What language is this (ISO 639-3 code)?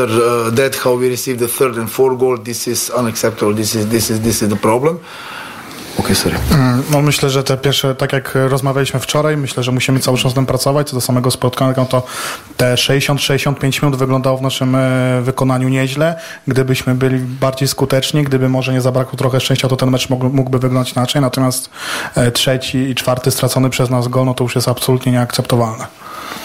pol